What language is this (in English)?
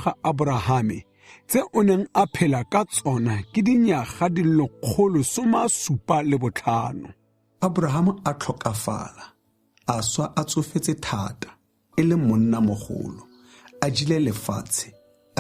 Tswana